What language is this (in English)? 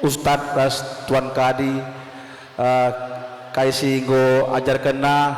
Batak Karo